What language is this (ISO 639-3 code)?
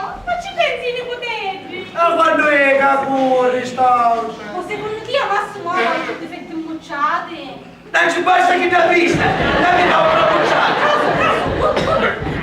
scn